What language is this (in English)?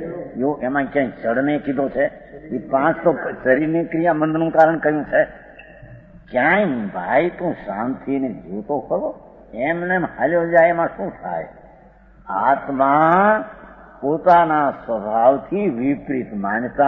Gujarati